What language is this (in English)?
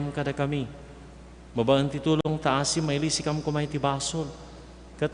Iloko